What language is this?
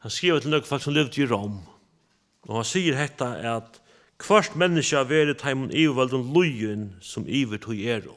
Faroese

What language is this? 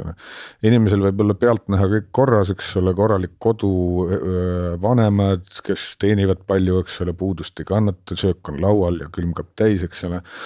Estonian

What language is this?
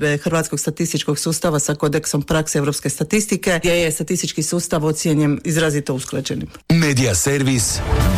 Croatian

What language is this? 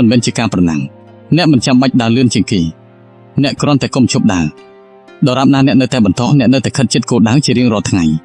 Khmer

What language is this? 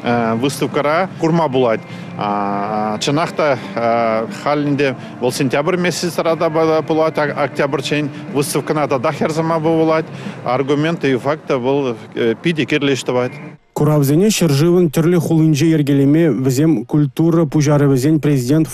Chuvash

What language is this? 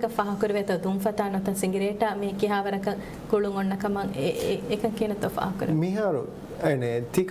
Divehi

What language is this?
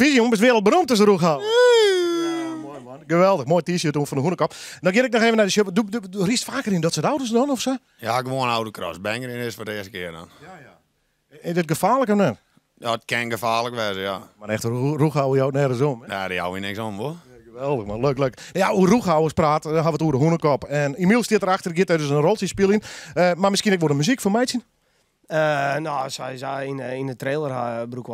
Western Frisian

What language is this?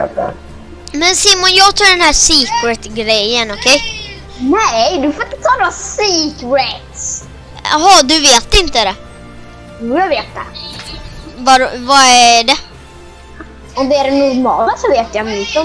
Swedish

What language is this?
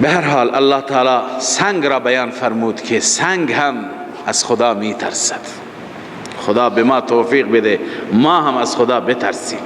Persian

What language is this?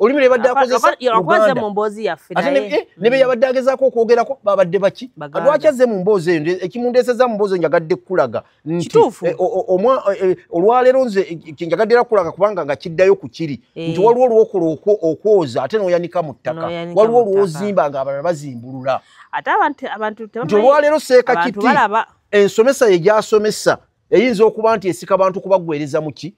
Ganda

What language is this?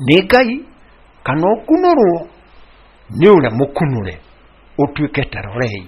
Kikuyu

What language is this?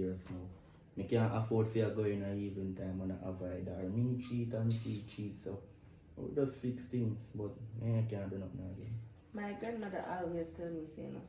Jamaican Creole English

